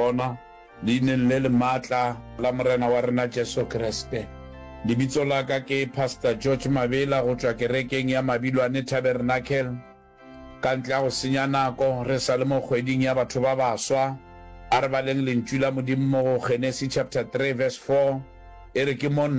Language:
Northern Sotho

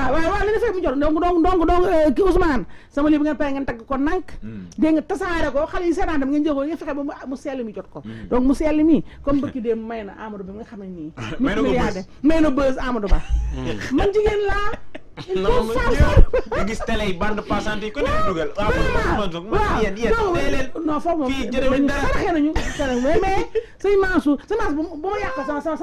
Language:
Wolof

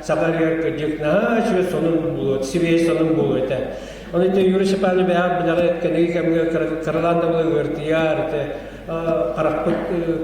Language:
Yakut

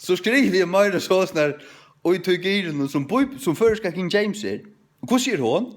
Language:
Faroese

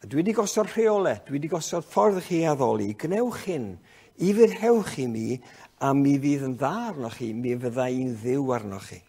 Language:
Welsh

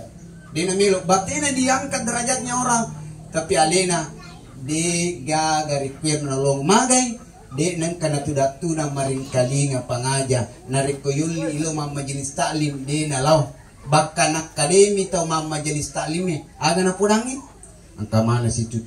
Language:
Buginese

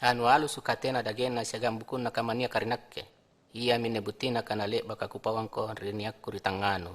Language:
Makasar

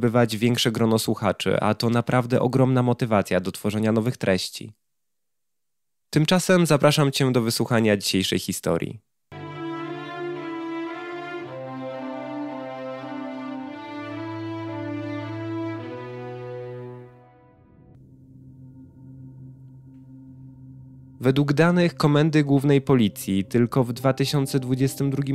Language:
Polish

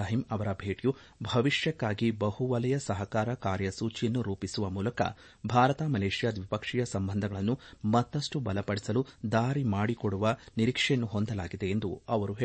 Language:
Kannada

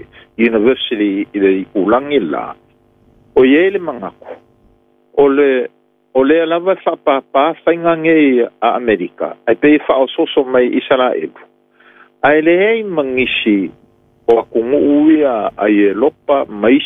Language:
Samoan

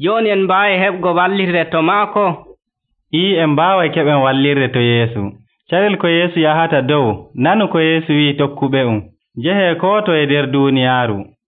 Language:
Nigerian Fulfulde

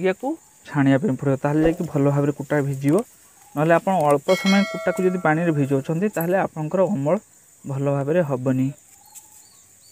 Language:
Odia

